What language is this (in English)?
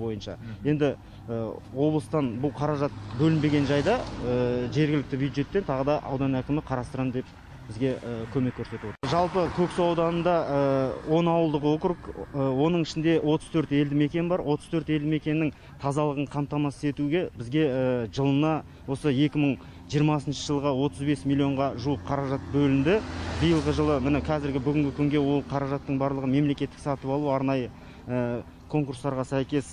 Kazakh